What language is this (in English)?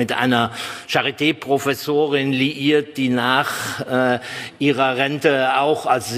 German